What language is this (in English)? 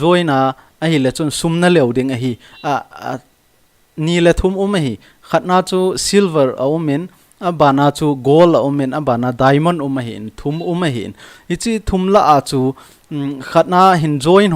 Thado Chin